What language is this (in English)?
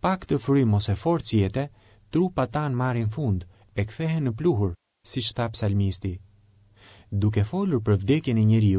Albanian